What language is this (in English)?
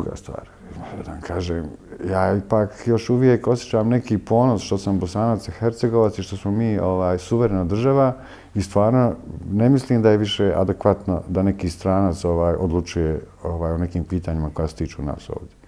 Bosnian